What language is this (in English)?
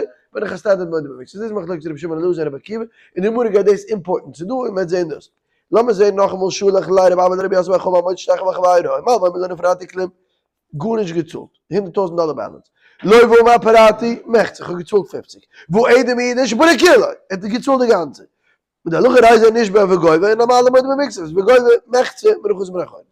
Yiddish